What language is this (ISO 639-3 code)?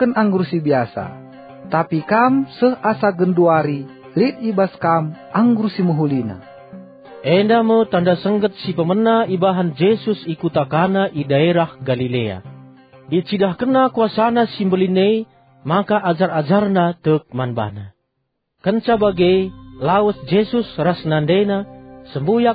btx